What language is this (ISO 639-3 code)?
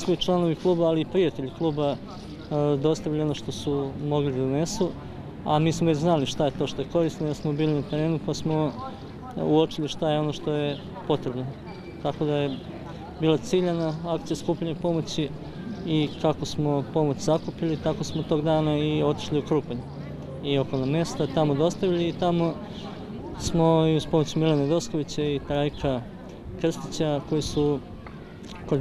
srp